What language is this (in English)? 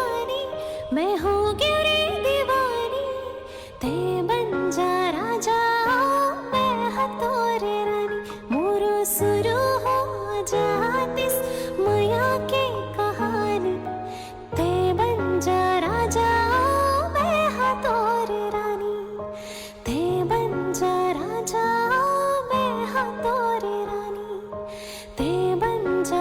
Chhattisgarhi